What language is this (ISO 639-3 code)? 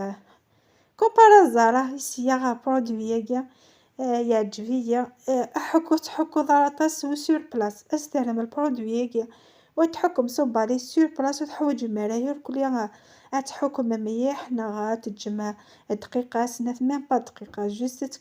kab